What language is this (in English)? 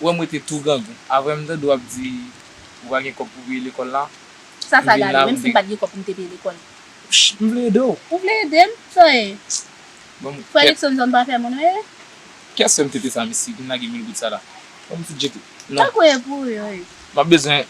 Haitian Creole